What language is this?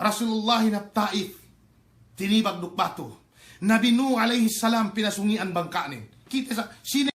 Yakan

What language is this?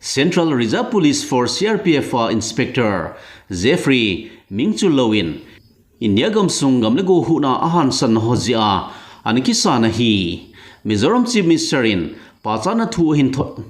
Thado Chin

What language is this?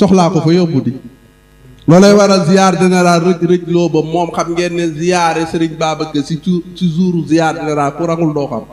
Wolof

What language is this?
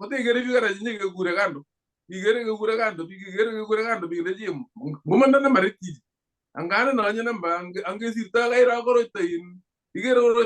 Kalenjin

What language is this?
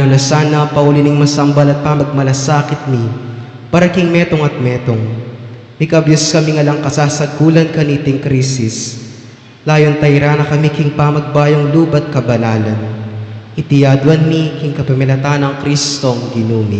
Pampanga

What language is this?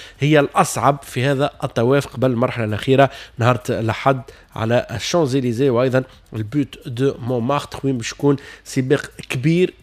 Tunisian Arabic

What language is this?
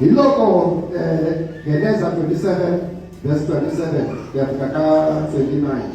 Tsonga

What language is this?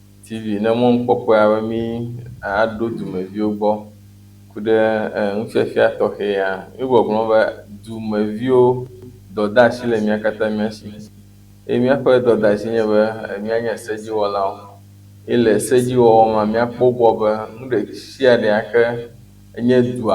Ewe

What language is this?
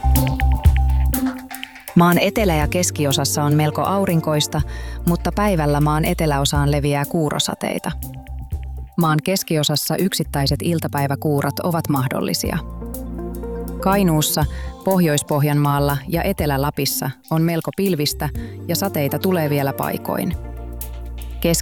Finnish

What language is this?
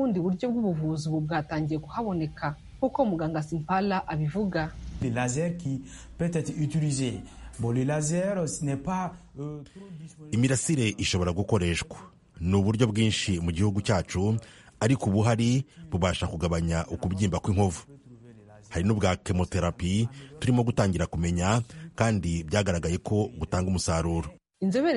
Kinyarwanda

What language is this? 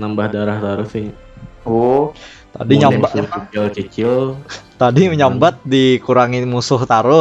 Banjar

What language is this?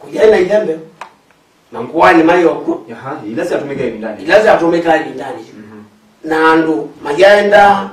Kamba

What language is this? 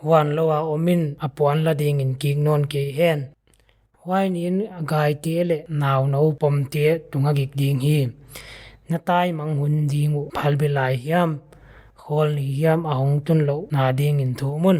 Paite Chin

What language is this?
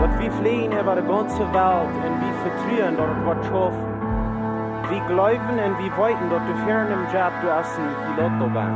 Plautdietsch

